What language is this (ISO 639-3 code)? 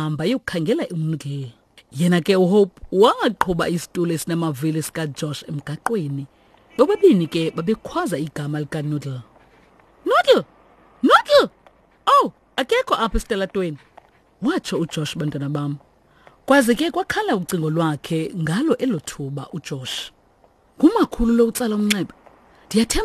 xho